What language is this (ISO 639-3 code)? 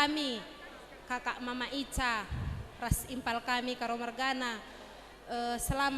btx